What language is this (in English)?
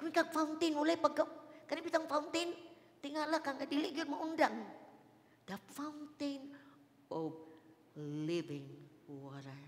Cebuano